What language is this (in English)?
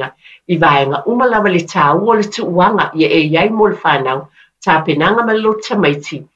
Samoan